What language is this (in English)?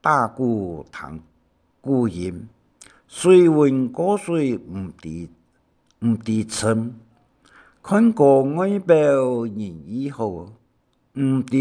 Hakka Chinese